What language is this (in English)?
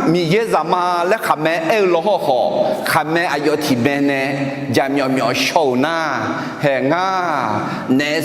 Akha